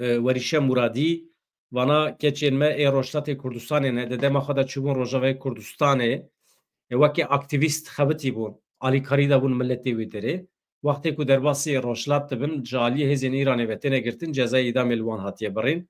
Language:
Kurdish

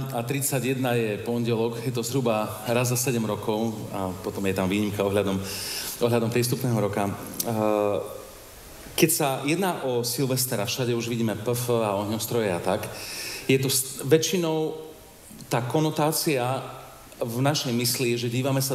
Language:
Slovak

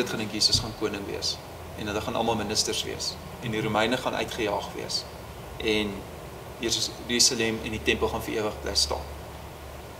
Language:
Afrikaans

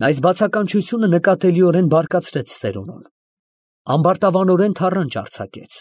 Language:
Armenian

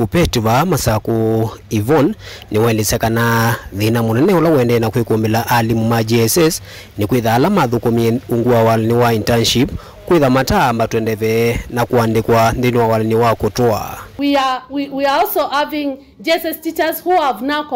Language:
Kamba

